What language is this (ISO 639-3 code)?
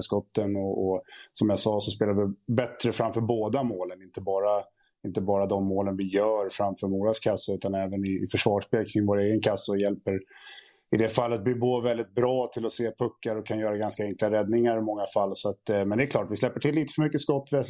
swe